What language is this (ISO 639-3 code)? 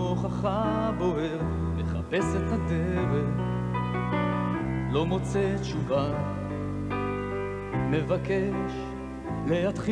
heb